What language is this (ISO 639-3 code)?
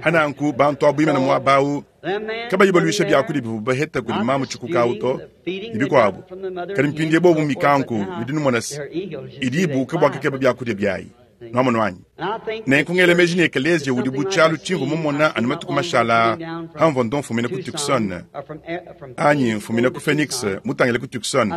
lua